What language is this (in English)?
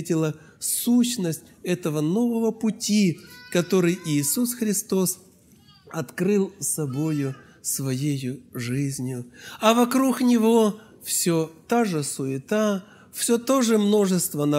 Russian